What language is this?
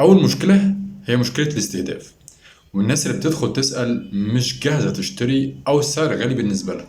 Egyptian Arabic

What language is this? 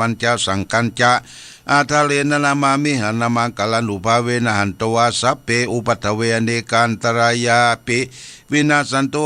Pali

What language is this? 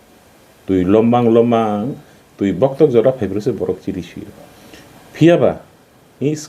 Kok Borok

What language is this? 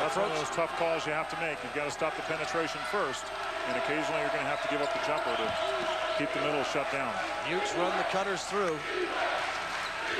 English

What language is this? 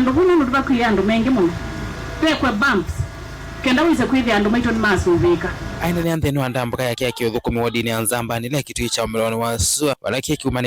Kamba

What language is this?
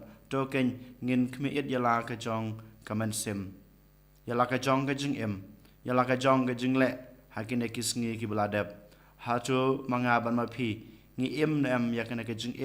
Khasi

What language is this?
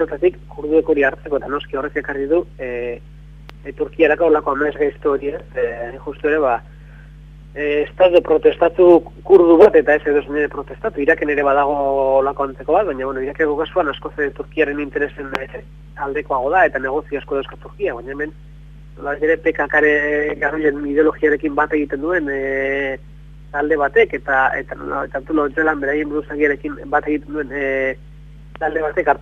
Basque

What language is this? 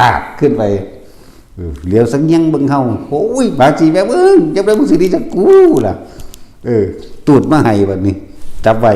Northeastern Thai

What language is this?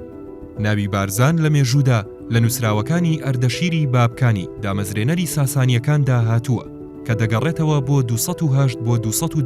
Central Kurdish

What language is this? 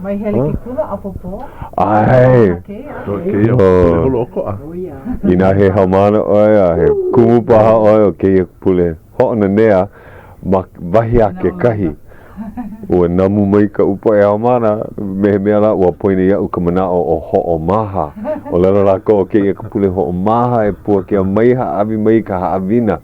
Hawaiian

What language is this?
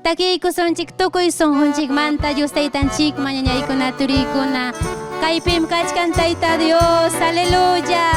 Ayacucho Quechua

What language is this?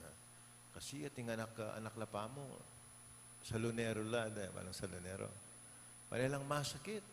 Pampanga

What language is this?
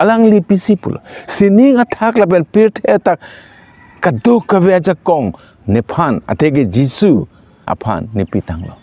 Karbi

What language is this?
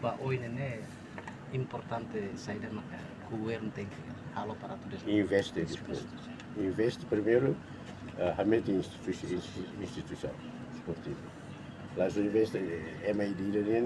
Tetum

